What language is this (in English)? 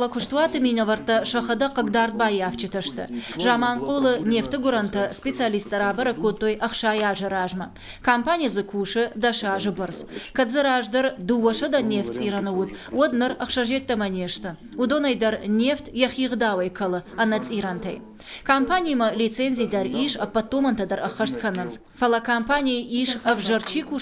Ossetic